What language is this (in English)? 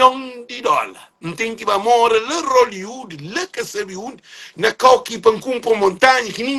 Kabuverdianu